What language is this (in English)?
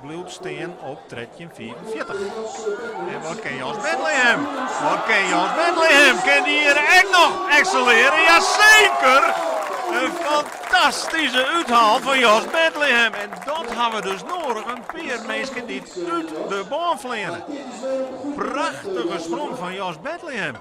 Western Frisian